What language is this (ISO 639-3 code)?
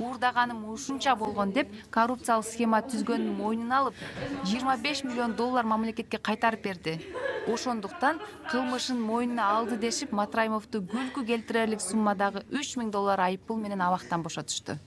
kir